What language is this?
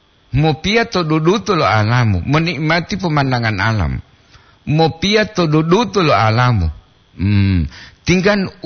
Gorontalo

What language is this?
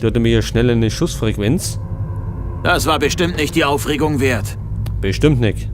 Bavarian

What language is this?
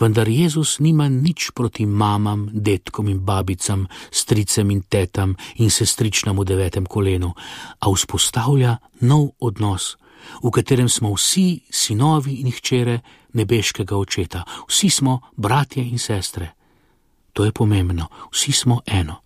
Slovenian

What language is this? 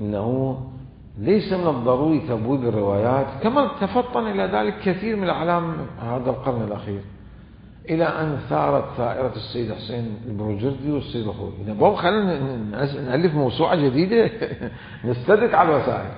Mesopotamian Arabic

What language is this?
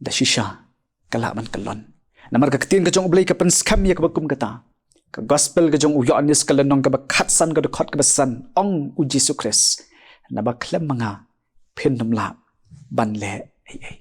Khasi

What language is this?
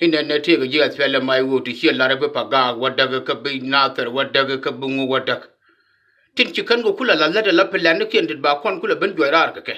Nuer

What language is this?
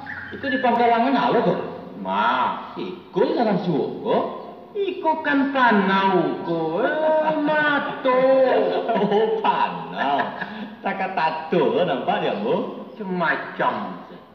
Minangkabau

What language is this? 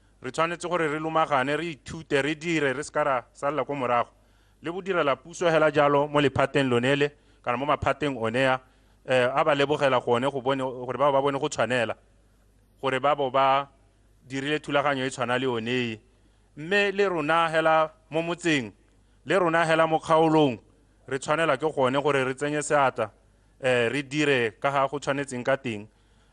Tswana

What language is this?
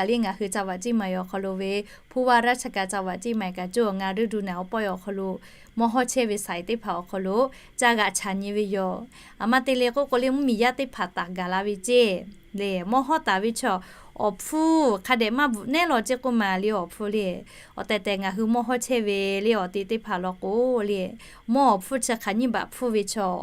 Lahu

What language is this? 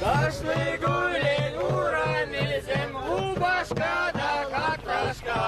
Chuvash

